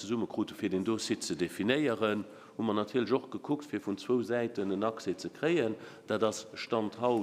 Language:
Luxembourgish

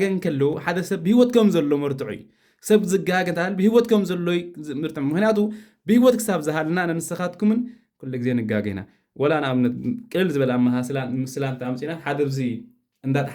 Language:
Tigrinya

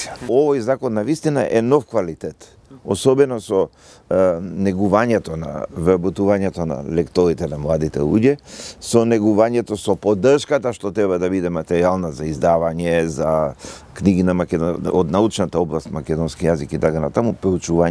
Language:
Macedonian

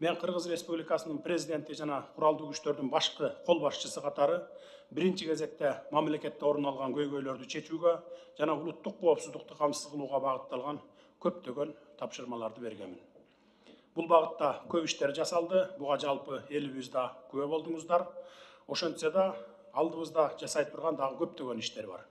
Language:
Kyrgyz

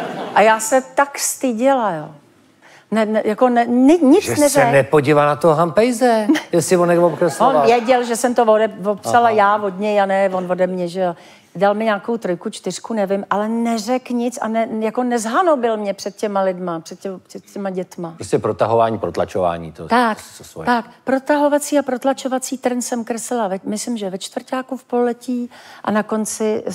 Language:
Czech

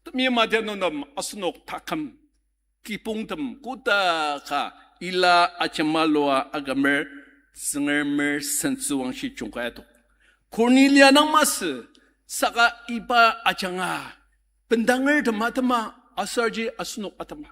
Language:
Ao Naga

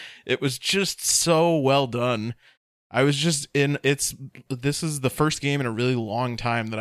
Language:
English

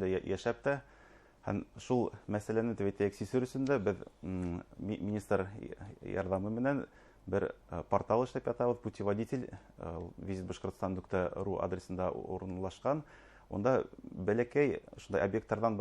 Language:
Bashkir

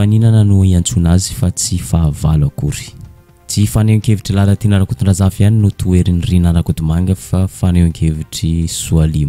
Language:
Malagasy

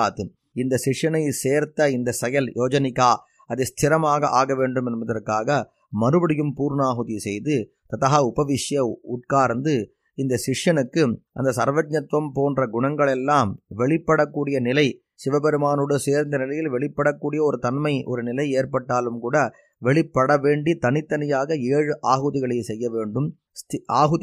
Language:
Tamil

